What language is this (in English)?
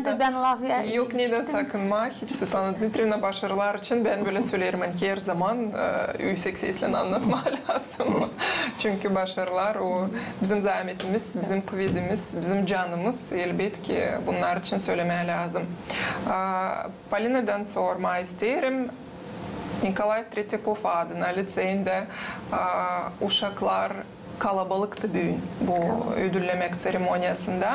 Gagauz